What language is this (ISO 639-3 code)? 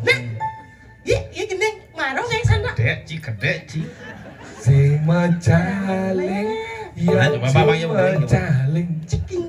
ban